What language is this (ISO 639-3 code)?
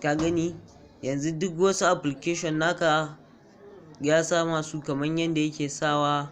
hau